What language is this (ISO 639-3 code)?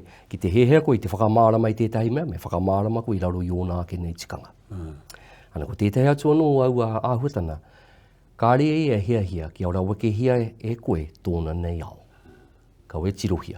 mri